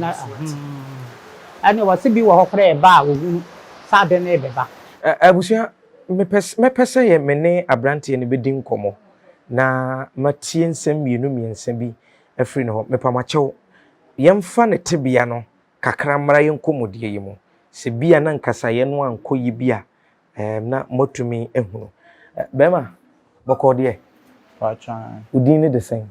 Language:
Akan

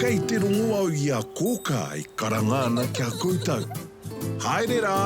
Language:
Māori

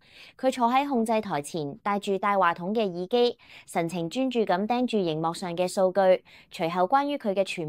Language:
Cantonese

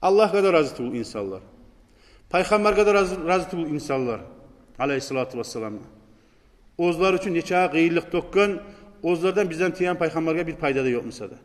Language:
Kumyk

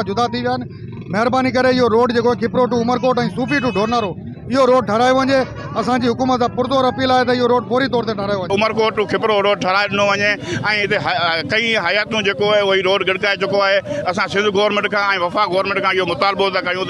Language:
Sindhi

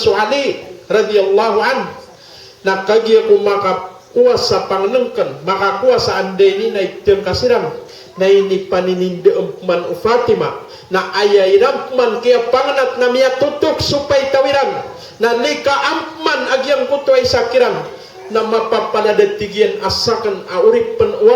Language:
Maranao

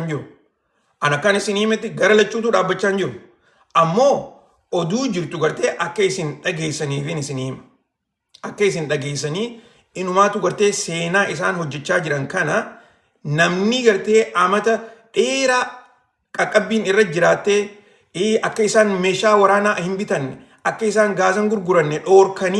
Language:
Oromo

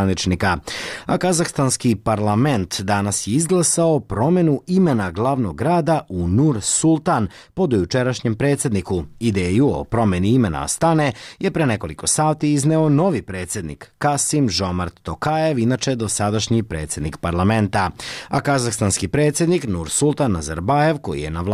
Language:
Serbian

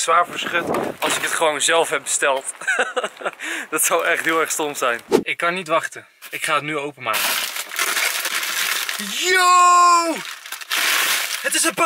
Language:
Dutch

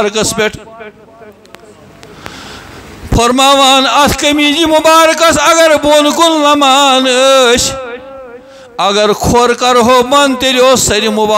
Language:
Kashmiri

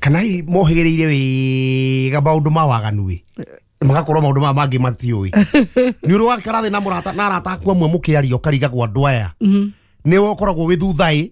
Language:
Kikuyu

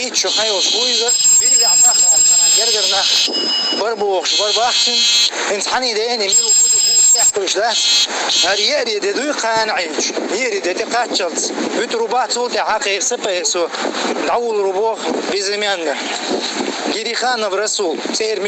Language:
Chechen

